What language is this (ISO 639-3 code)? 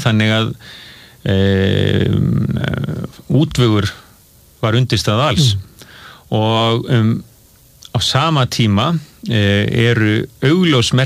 isl